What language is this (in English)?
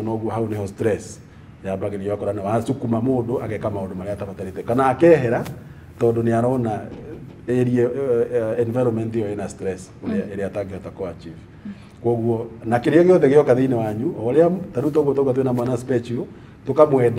Kikuyu